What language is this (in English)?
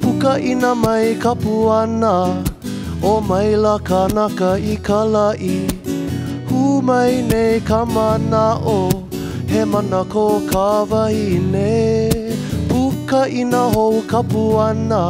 Hawaiian